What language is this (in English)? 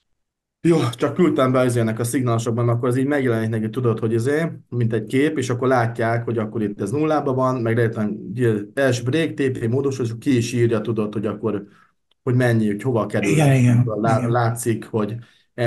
Hungarian